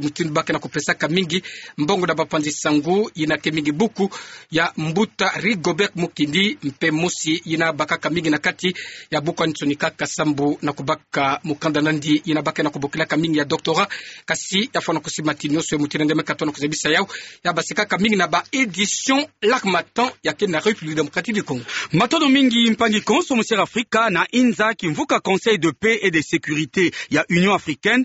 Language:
Kituba (Democratic Republic of Congo)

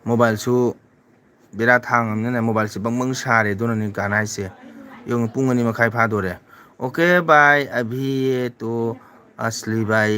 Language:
Manipuri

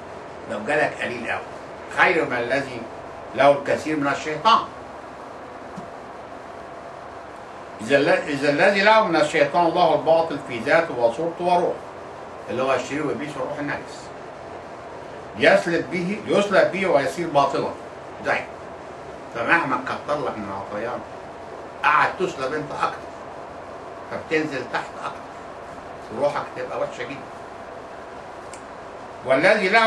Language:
Egyptian Arabic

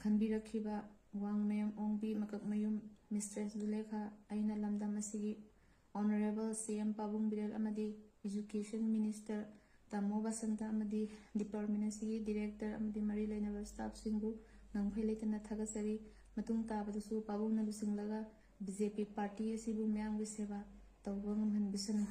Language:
Manipuri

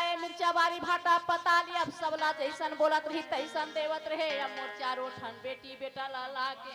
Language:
Chhattisgarhi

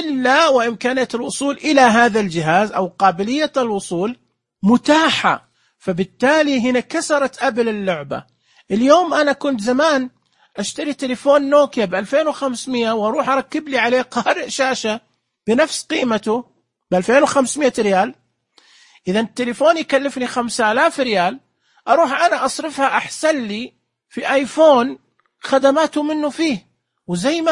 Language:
Najdi Arabic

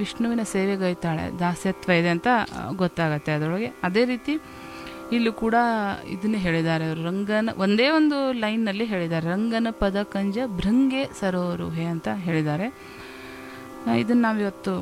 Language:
Kannada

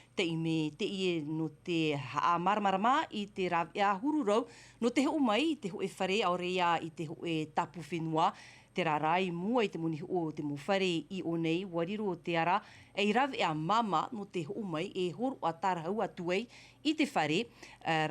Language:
Tahitian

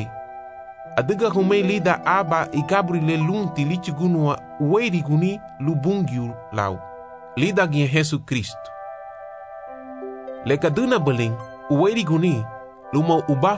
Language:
Garifuna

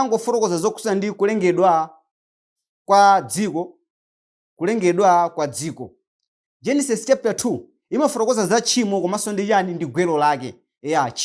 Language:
Nyanja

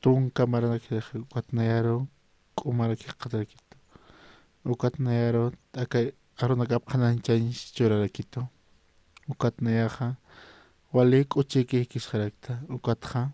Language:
Aymara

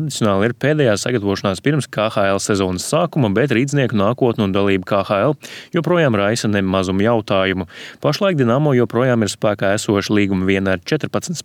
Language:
Latvian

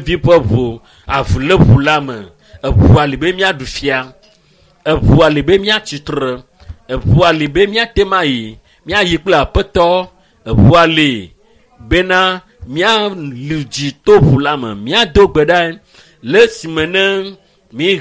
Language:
Ewe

